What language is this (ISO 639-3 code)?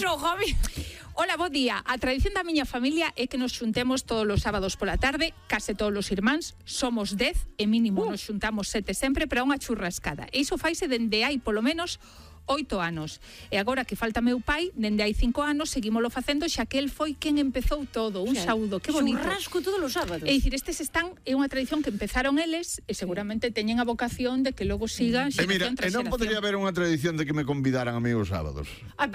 glg